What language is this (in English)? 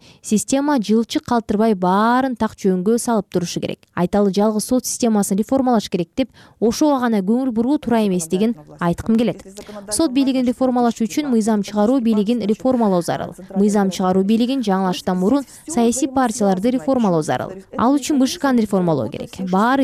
Kyrgyz